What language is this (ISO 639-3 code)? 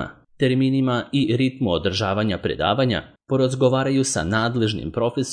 srp